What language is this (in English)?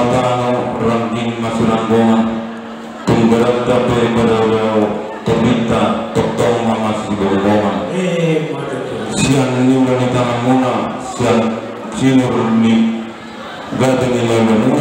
Batak Toba